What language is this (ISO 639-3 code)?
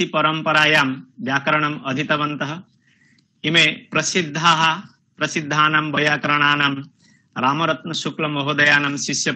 san